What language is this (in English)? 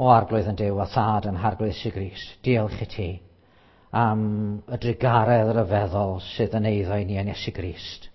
Welsh